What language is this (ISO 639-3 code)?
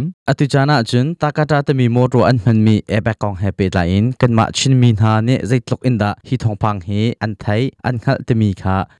cnh